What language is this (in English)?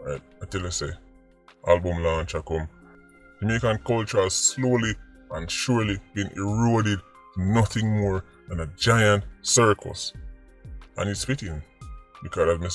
Jamaican Creole English